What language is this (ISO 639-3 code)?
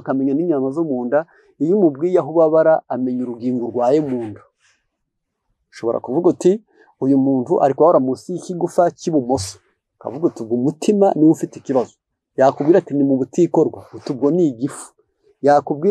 kin